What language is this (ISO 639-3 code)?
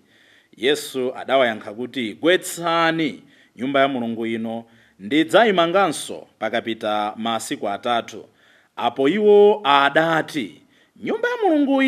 nya